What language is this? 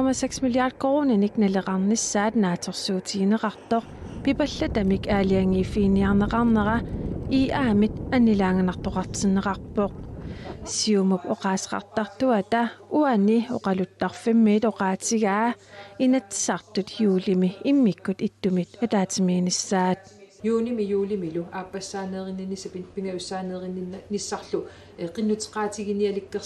Kalaallisut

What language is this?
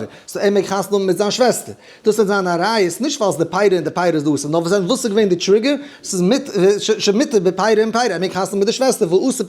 Yiddish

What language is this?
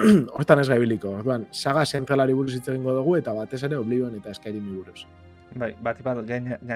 Basque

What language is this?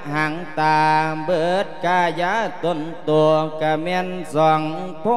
Lao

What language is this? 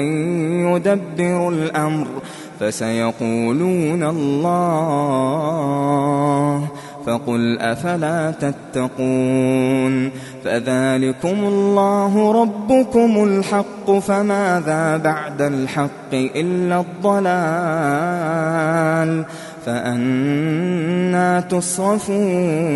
Arabic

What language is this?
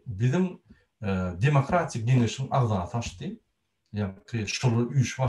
Turkmen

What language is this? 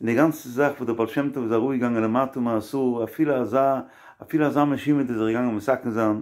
Yiddish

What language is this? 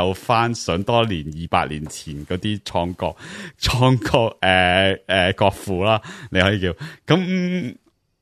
Cantonese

